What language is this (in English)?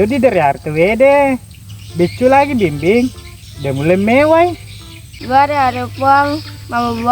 Buginese